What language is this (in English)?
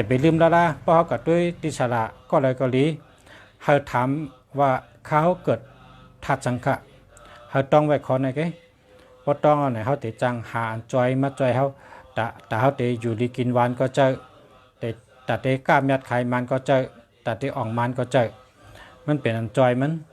Shan